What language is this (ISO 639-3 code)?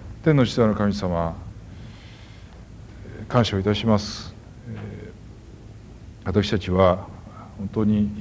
jpn